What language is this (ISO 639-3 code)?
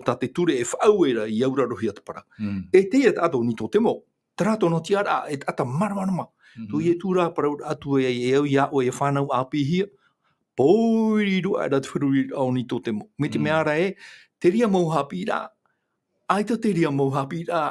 tah